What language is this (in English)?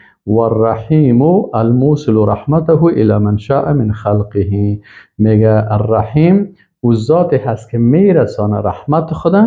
Persian